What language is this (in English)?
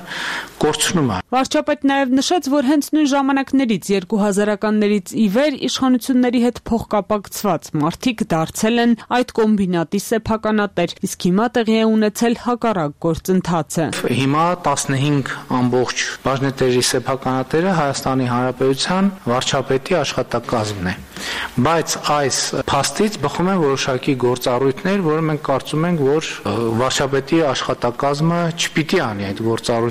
Armenian